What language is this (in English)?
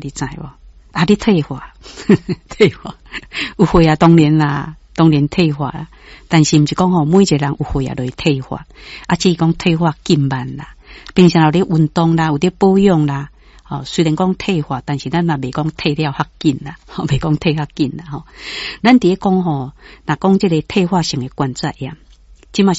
Min Nan Chinese